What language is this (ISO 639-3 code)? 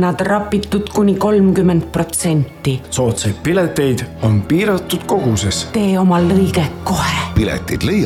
est